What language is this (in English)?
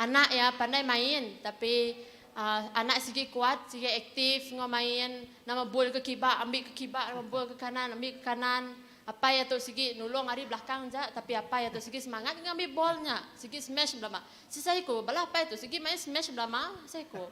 Iban